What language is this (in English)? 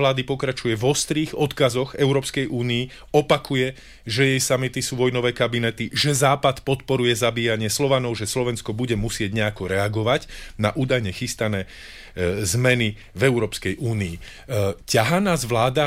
Slovak